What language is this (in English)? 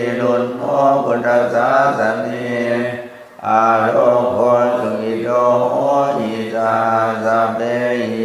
Pali